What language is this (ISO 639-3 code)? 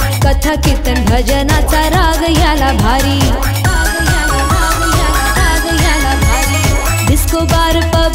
mar